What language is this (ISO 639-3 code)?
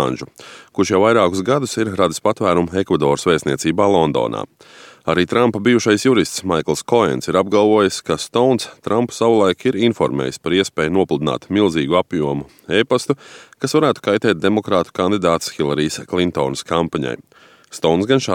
lav